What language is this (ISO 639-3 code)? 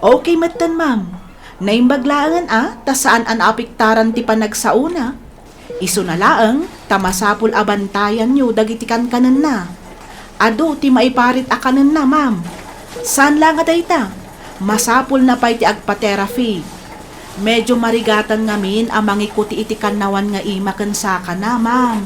ilo